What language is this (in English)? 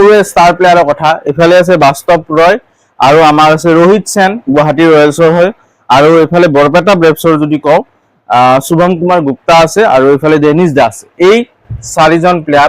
Assamese